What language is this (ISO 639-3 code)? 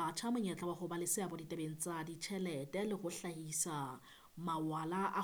sot